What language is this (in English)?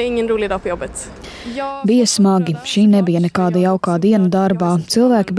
Latvian